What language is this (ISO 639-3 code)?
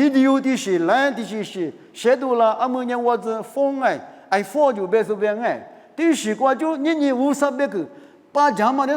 lis